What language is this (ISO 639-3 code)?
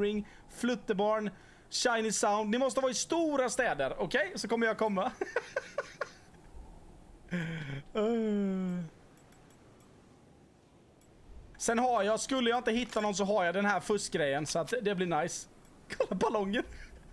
swe